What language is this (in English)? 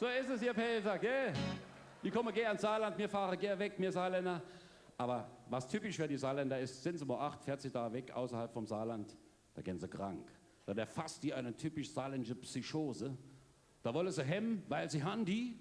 Palatine German